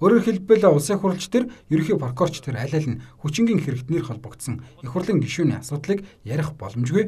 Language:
Mongolian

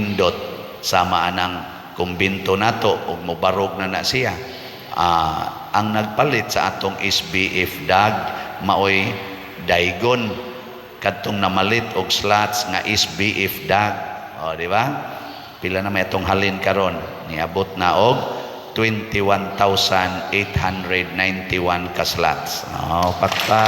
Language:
Cebuano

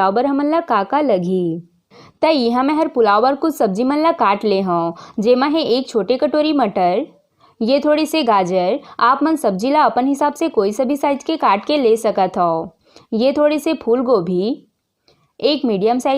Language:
Chhattisgarhi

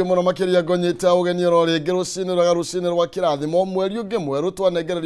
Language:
Kikuyu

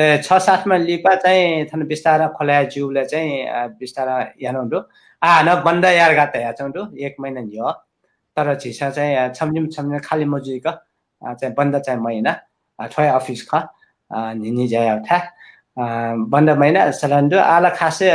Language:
Newari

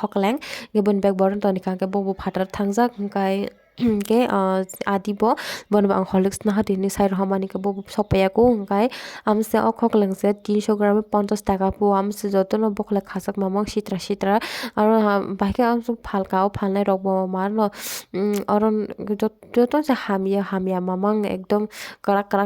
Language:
Kok Borok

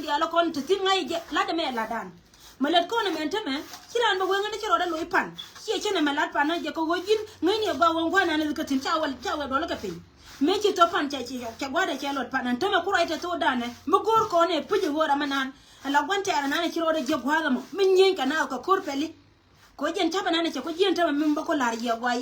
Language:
Nuer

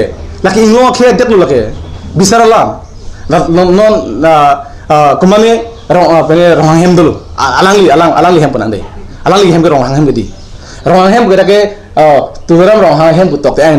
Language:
Karbi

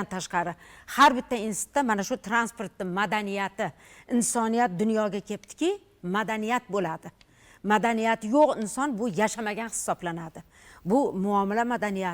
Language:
Uzbek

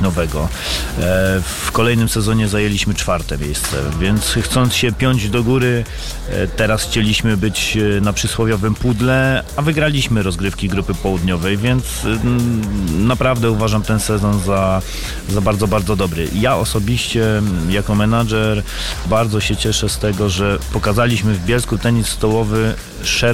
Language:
Polish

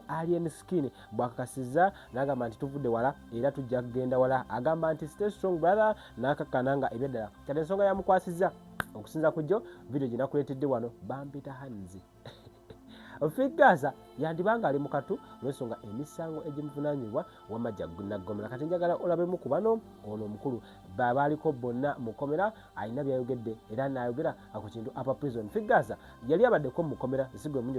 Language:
Ganda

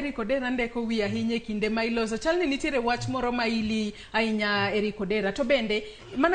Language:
Luo (Kenya and Tanzania)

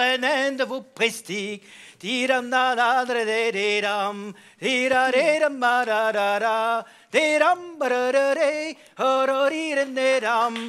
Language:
Breton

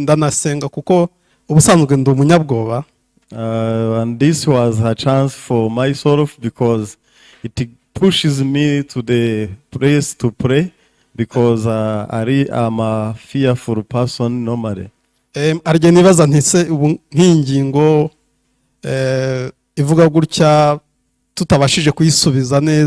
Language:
Kinyarwanda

